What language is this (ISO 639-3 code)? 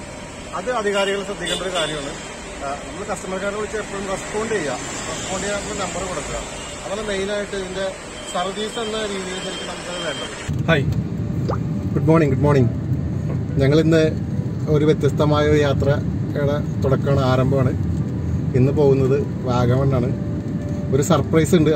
mal